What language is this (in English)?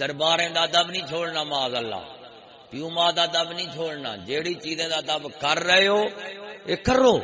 Saraiki